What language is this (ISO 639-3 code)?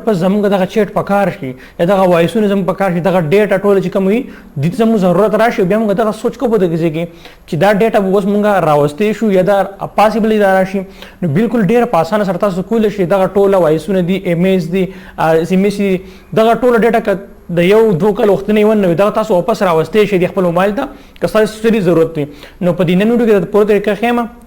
pus